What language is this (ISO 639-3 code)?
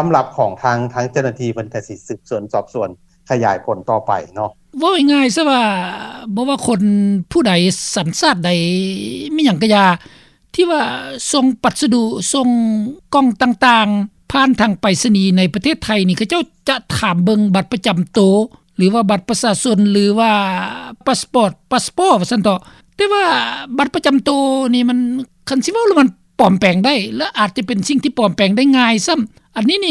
lao